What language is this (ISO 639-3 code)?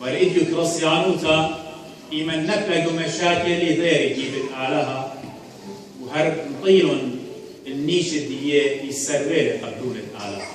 aii